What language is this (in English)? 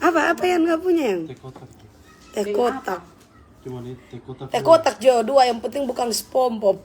Manado Malay